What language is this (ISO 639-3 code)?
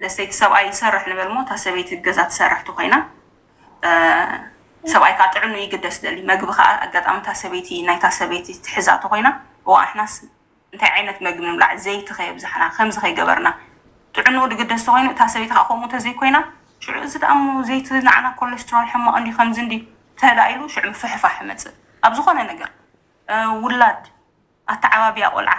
tir